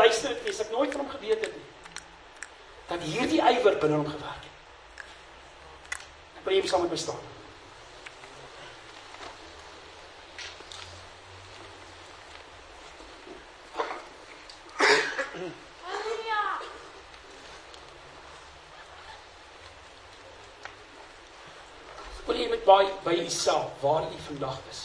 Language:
Afrikaans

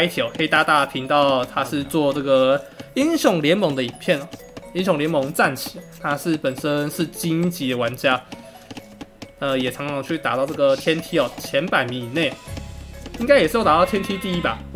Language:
Chinese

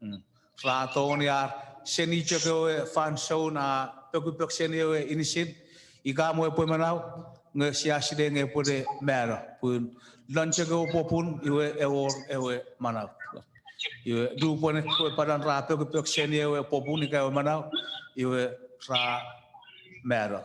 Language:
Chuukese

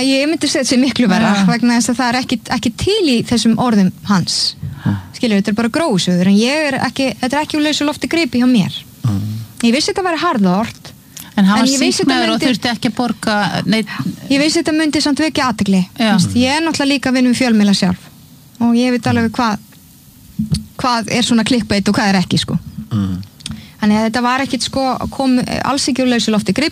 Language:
Icelandic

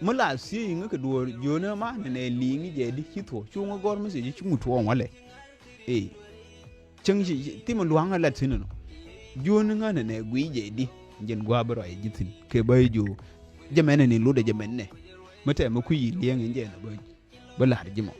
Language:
Nuer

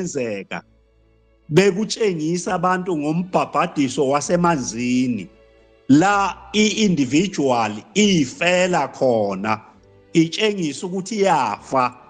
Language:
Zulu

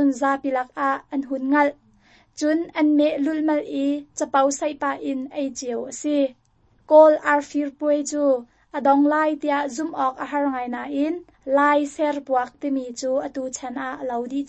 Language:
Hakha Chin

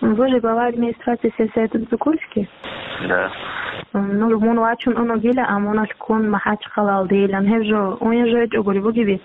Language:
Avaric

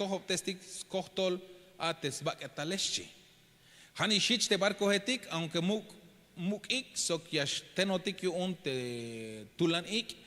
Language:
Tzeltal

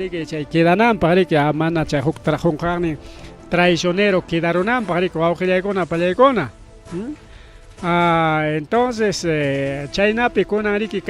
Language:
Ayacucho Quechua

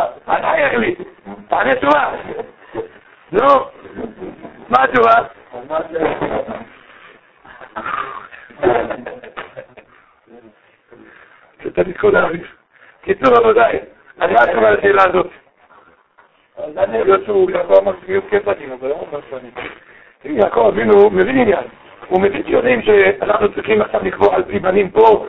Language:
Hebrew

